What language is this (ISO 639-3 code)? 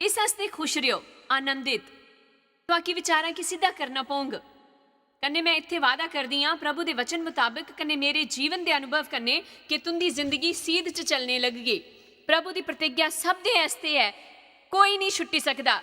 doi